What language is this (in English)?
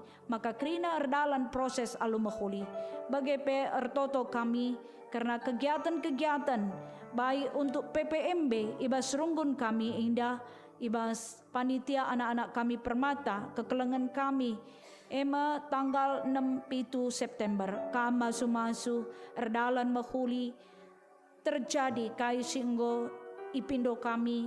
Batak Karo